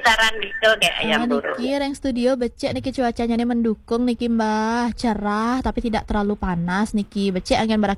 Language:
Balinese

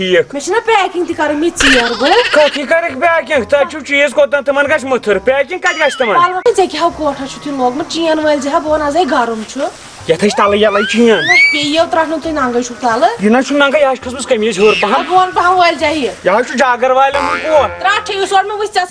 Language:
Kashmiri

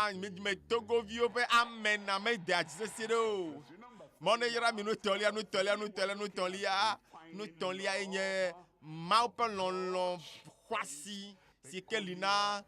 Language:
Ewe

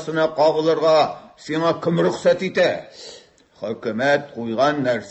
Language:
Tatar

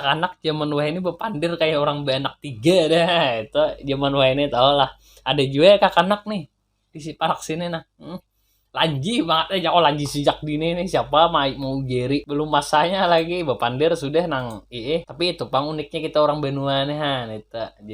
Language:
Banjar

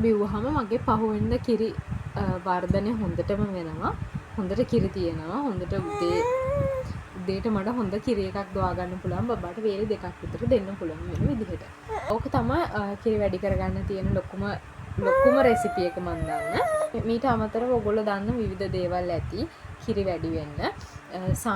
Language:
Sinhala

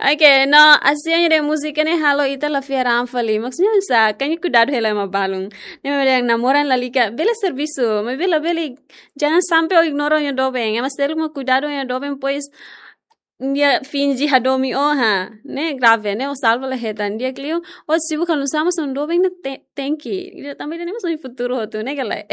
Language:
Tetum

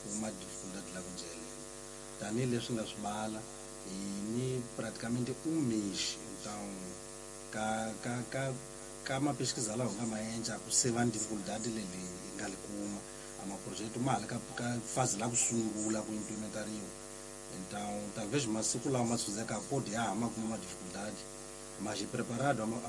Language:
Tsonga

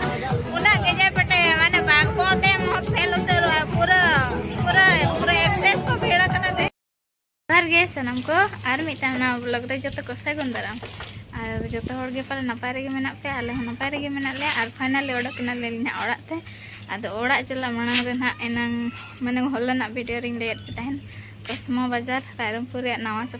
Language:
Santali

